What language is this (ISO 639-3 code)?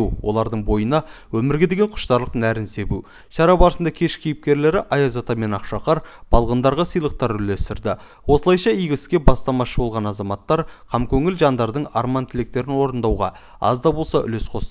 kaz